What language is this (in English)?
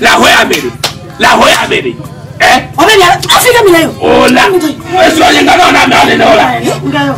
Ewe